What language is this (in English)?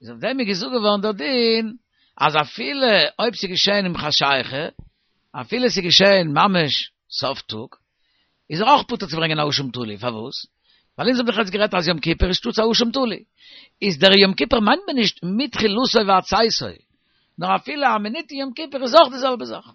Yiddish